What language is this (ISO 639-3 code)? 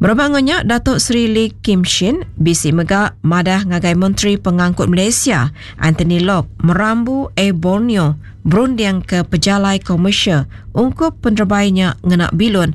iba